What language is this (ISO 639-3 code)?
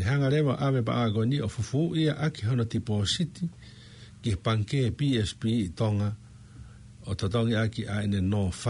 ton